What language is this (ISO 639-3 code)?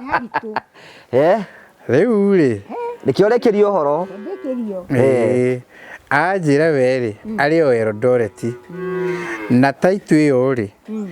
kik